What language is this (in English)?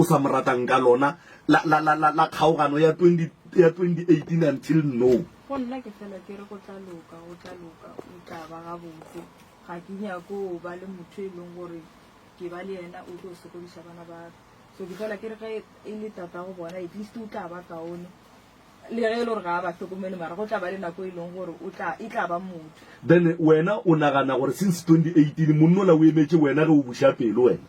Northern Sotho